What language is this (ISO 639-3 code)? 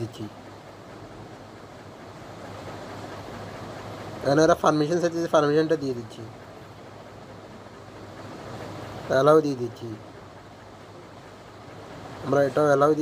ben